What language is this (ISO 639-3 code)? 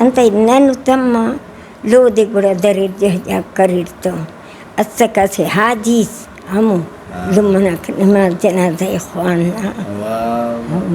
brh